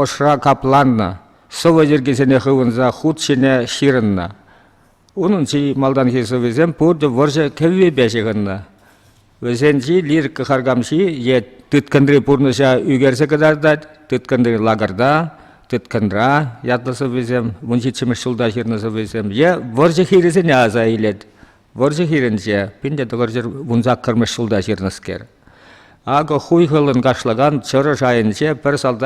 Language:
Chuvash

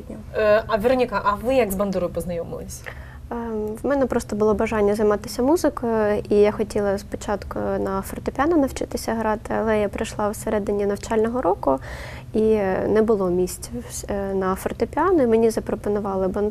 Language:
Ukrainian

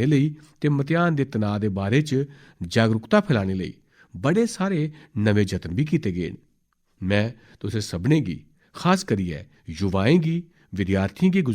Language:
Dogri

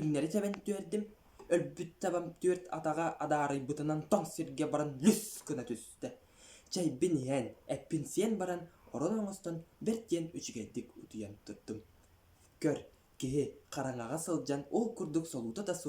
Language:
Yakut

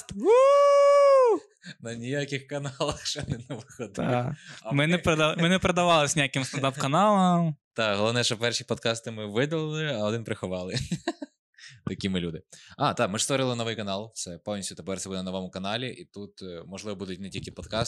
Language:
Ukrainian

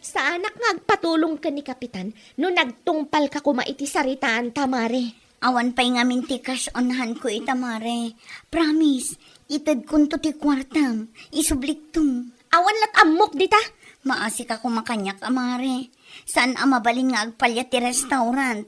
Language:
Iloko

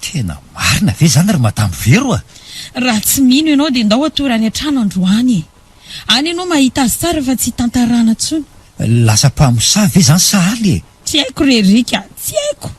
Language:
Malagasy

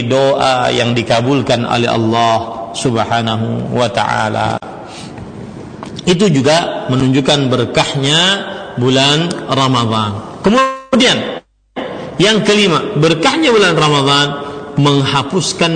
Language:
Indonesian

